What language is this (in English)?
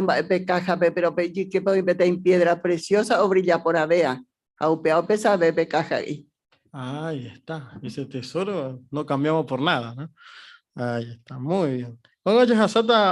Guarani